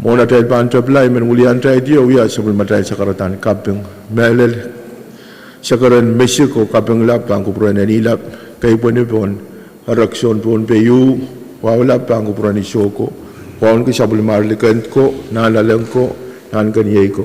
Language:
Pohnpeian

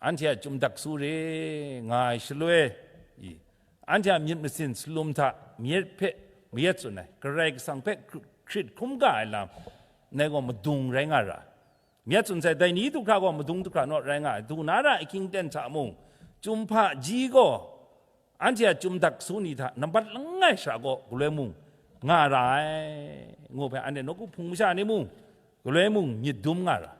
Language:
Kachin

